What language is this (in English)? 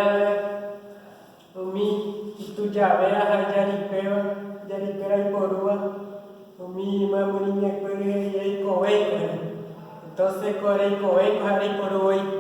Guarani